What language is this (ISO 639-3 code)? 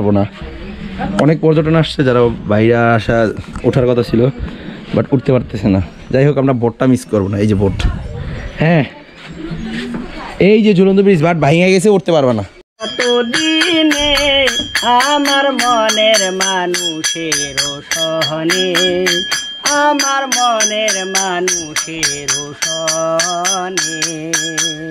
ben